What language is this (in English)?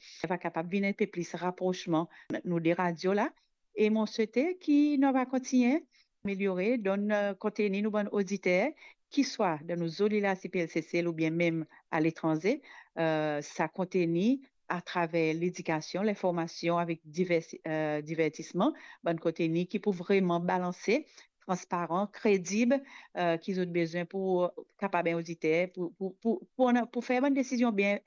Morisyen